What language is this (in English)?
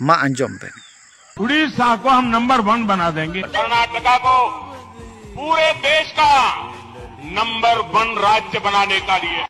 Santali